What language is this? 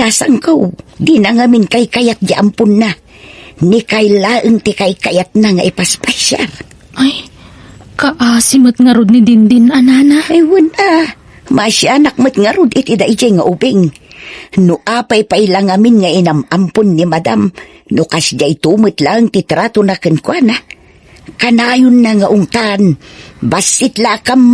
Iloko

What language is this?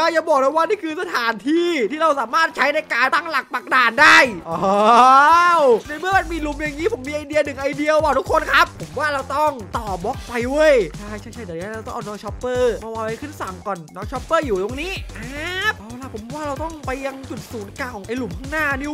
Thai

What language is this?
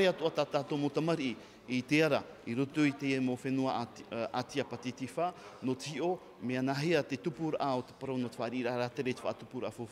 Tahitian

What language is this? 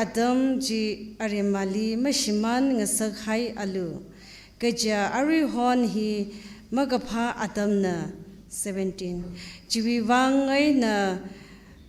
Tangkhul Naga (India)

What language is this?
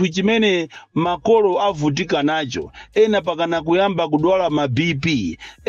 Nyanja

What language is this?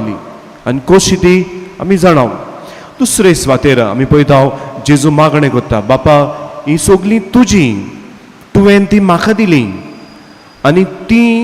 Konkani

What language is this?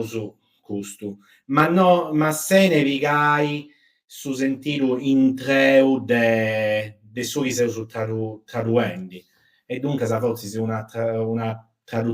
Sardinian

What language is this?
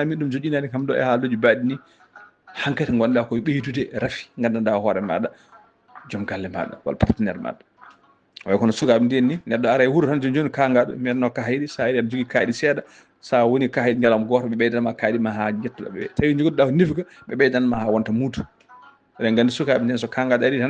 Fula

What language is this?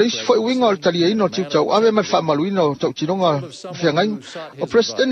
Samoan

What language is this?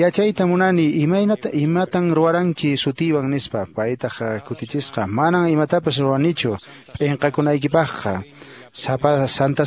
Quechua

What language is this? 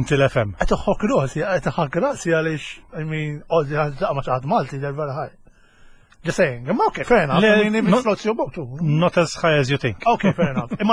Maltese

